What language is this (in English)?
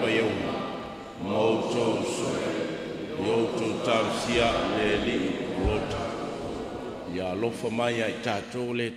Samoan